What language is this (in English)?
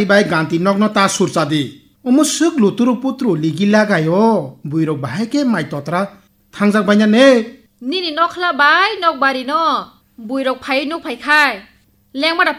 Kok Borok